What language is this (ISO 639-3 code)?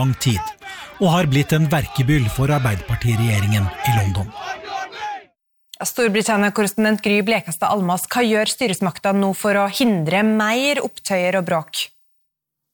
nor